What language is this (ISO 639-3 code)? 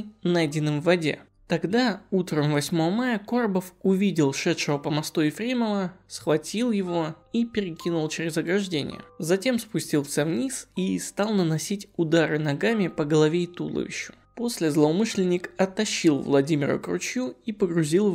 rus